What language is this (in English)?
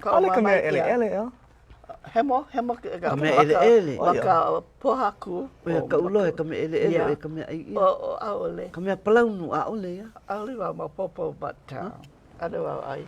Hawaiian